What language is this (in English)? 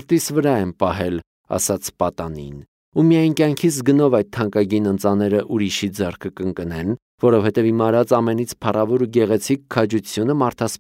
Armenian